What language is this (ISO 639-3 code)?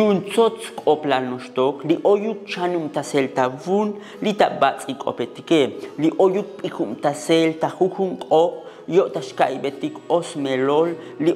tzo